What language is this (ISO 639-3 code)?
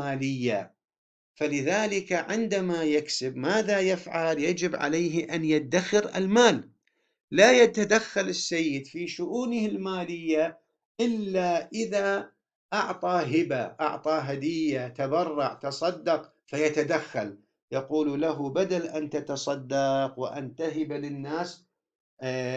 ara